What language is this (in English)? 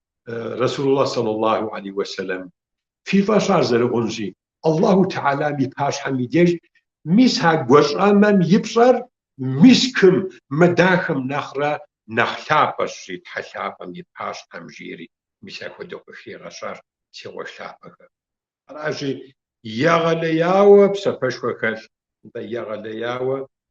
Kabardian